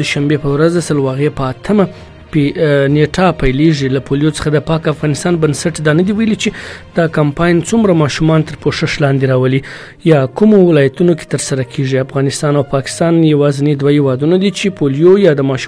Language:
Pashto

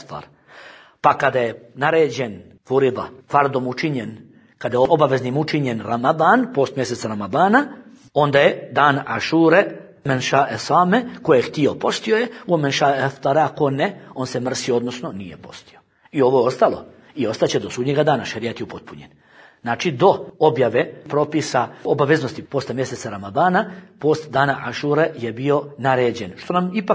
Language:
Bosnian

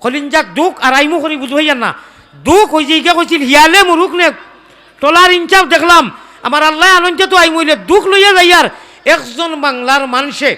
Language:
Sylheti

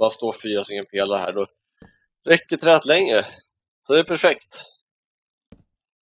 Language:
Swedish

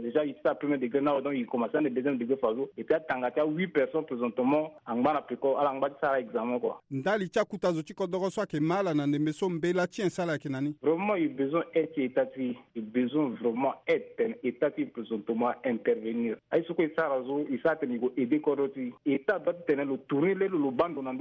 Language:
Sango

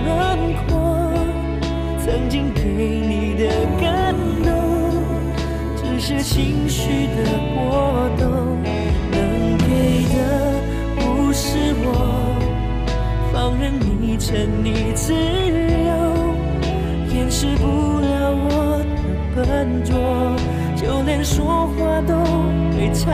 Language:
Chinese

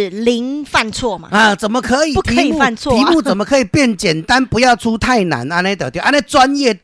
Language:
Min Nan Chinese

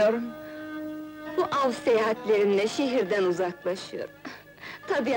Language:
Turkish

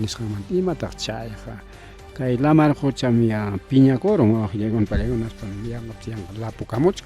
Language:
Ayacucho Quechua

